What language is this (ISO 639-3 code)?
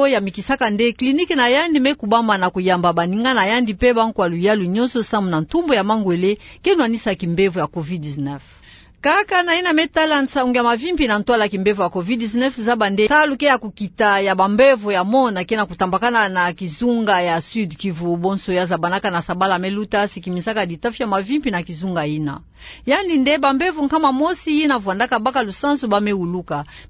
ktu